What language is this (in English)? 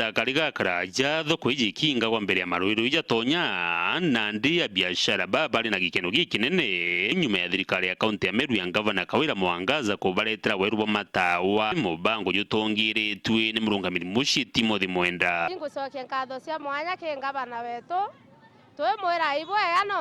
Meru